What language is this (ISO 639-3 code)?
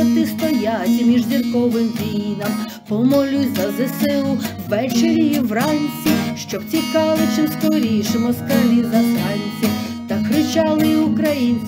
ukr